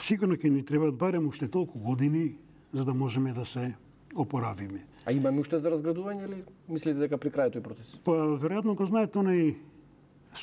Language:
Macedonian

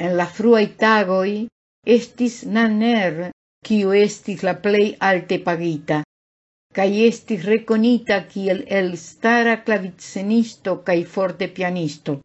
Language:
Esperanto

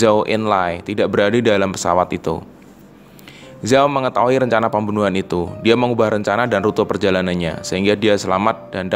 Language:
Indonesian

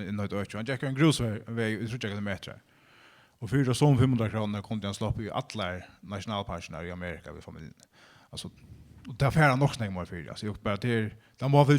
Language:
Faroese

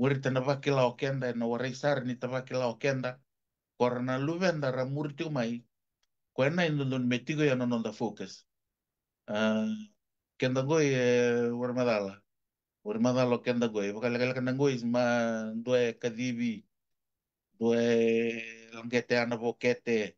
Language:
Fijian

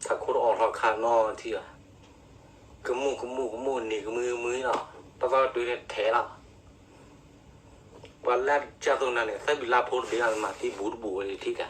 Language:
S'gaw Karen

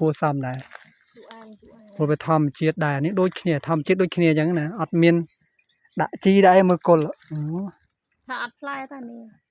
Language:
Khmer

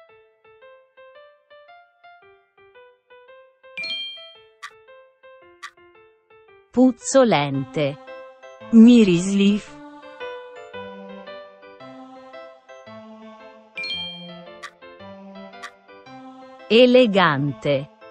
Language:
Italian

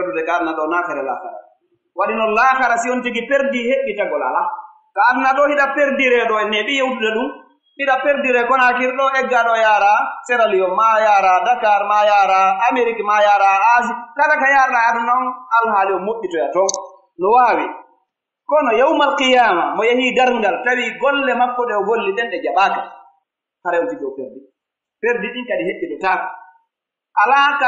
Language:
Pular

